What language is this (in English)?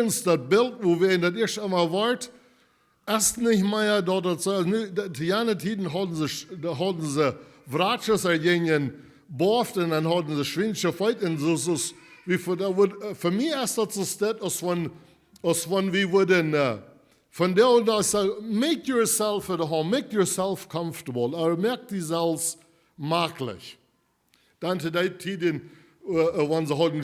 Plautdietsch